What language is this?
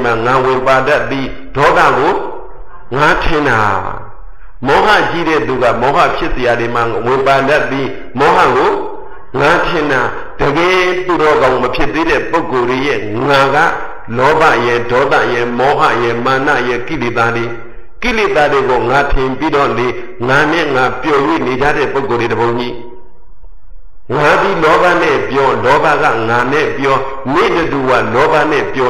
Burmese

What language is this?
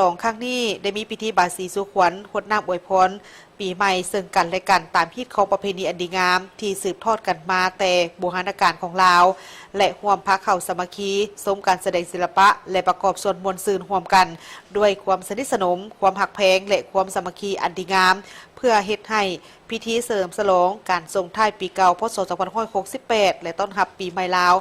Lao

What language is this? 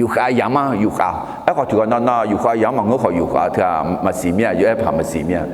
Akha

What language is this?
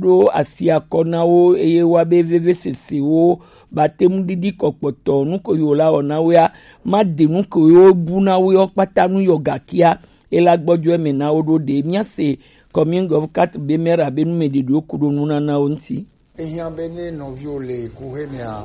Gen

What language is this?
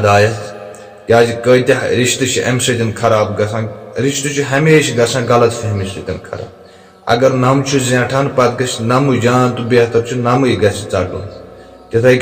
Kashmiri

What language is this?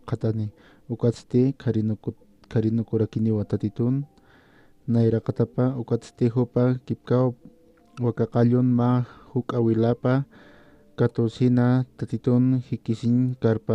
Aymara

